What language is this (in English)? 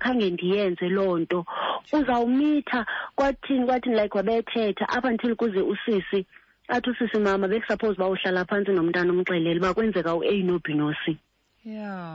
Xhosa